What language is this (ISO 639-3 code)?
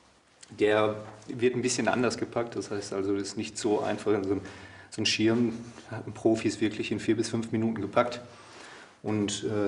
deu